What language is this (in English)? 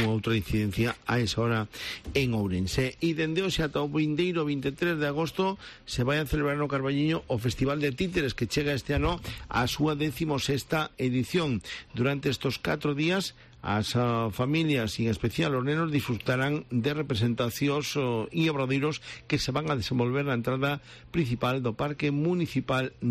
Galician